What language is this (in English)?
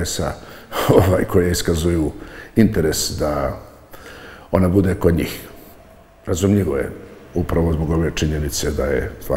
Bosnian